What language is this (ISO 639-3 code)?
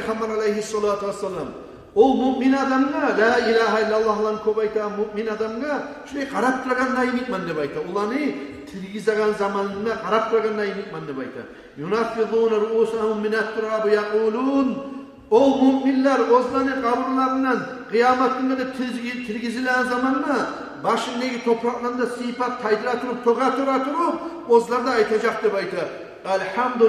kum